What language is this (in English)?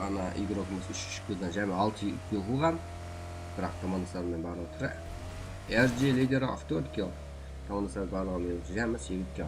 Kara-Kalpak